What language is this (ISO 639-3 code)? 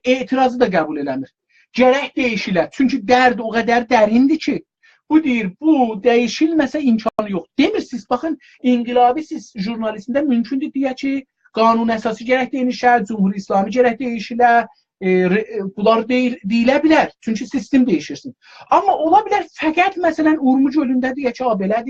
azb